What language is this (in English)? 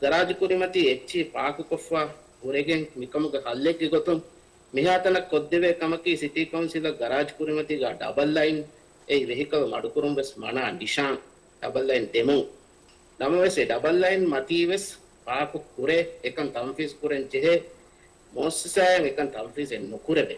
Divehi